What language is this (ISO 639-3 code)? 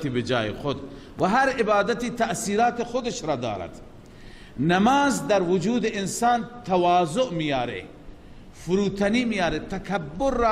fas